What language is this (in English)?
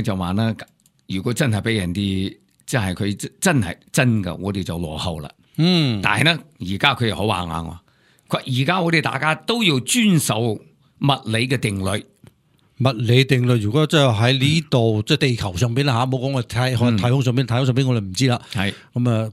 Cantonese